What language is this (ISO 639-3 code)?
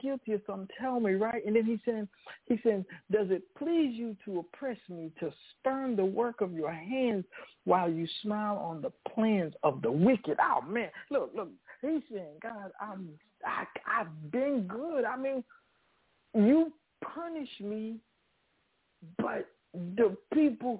eng